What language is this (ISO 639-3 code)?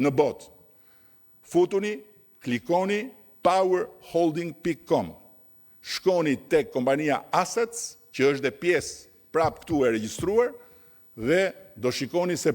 sqi